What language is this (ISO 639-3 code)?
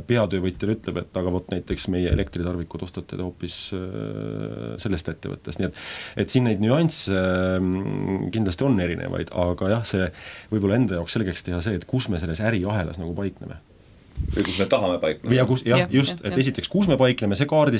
est